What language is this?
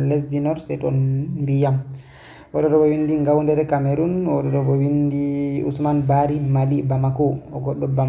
Fula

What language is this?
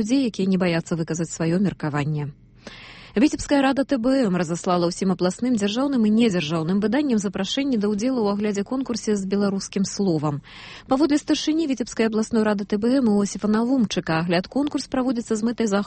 Belarusian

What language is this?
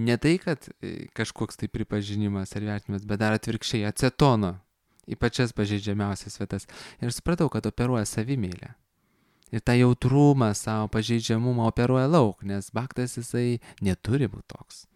Lithuanian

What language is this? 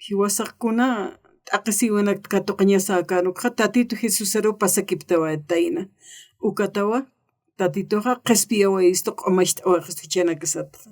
Aymara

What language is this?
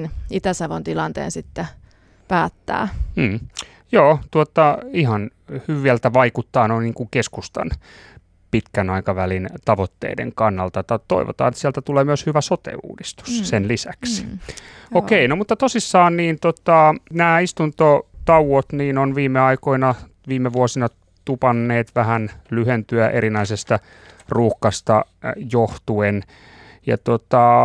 Finnish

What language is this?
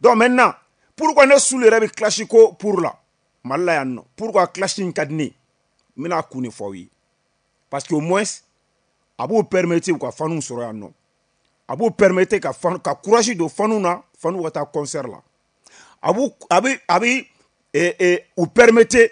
Bambara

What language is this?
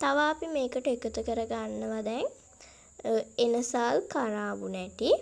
Sinhala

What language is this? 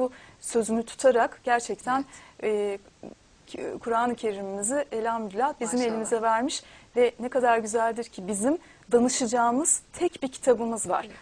Turkish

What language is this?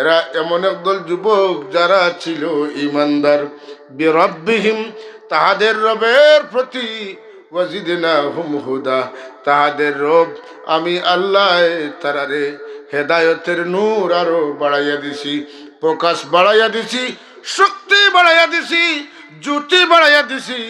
Sylheti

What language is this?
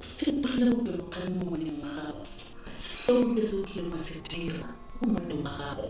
Tswana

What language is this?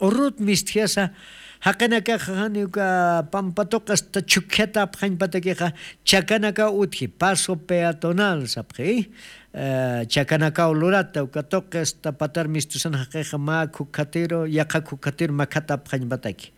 Aymara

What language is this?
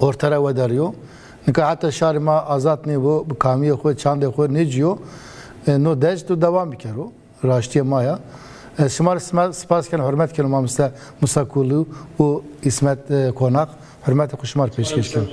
Zaza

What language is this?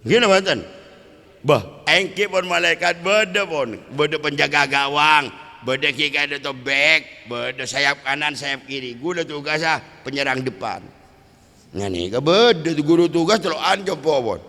Madurese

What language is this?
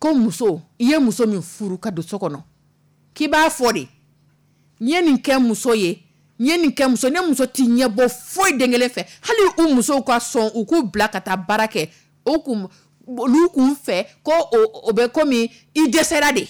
Dyula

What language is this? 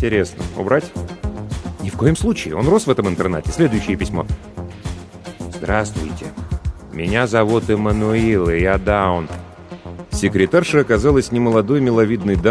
Russian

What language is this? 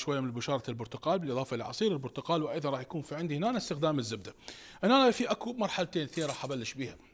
Mesopotamian Arabic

